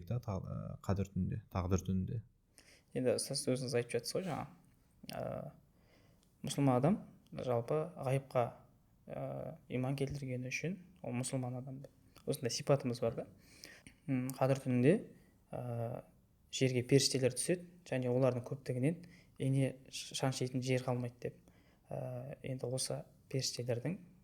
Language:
Kazakh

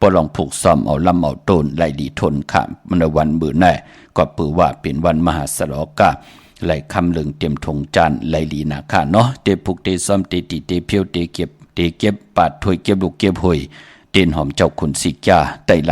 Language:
Shan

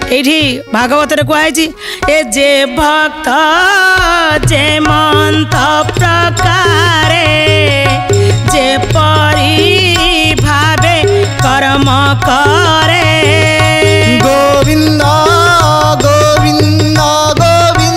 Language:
Odia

